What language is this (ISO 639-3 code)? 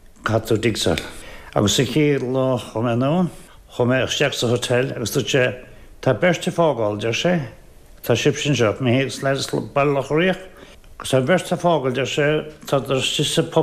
gle